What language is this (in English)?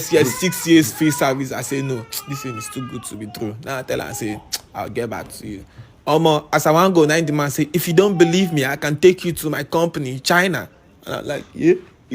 Nigerian Pidgin